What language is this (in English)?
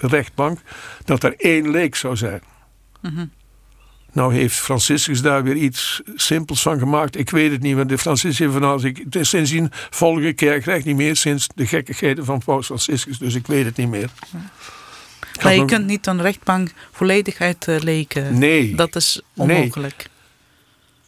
Dutch